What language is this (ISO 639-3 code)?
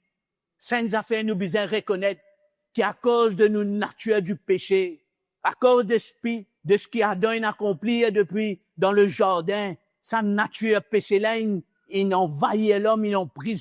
mfe